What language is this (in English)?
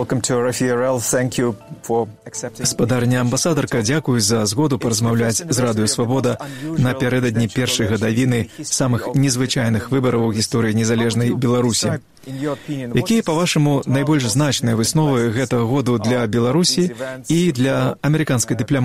Belarusian